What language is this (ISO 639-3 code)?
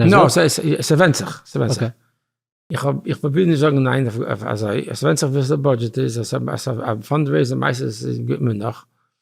yid